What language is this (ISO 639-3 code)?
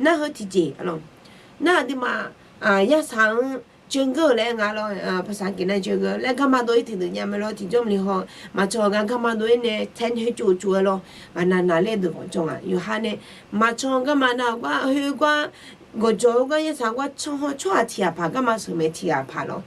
ahk